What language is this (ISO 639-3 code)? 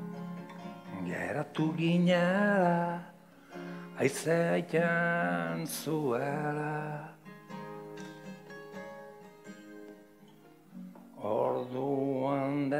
eus